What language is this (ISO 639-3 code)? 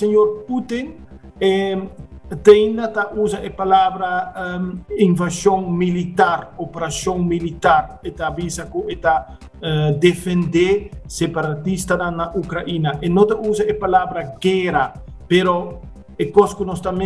pap